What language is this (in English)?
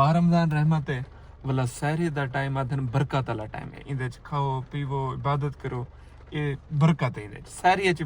Saraiki